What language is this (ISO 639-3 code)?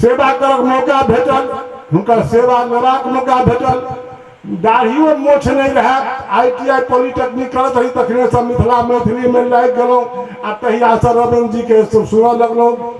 mai